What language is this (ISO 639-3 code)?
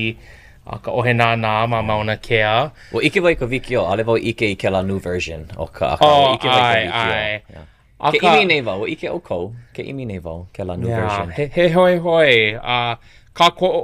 haw